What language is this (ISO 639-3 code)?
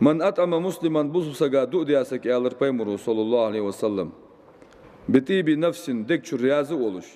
inh